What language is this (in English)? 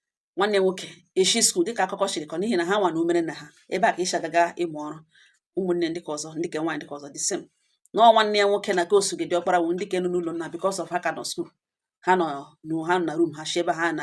Igbo